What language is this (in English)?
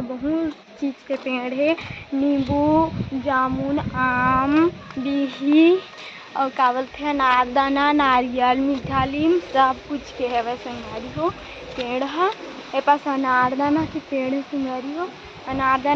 Chhattisgarhi